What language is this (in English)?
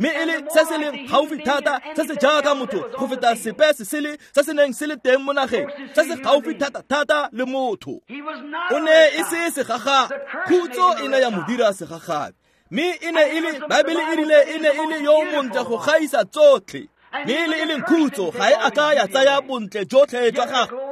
Tswana